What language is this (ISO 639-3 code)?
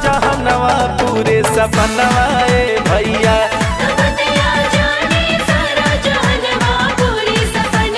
bho